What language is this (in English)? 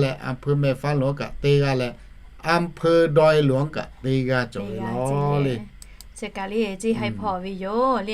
Lahu